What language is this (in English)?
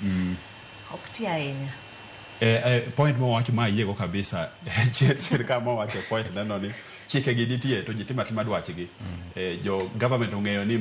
Luo (Kenya and Tanzania)